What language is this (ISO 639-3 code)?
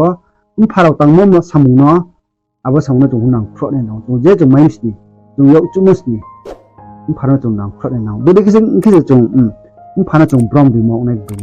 ria